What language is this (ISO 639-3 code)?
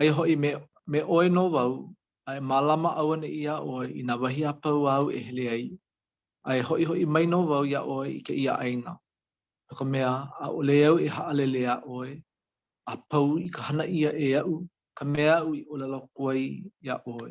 haw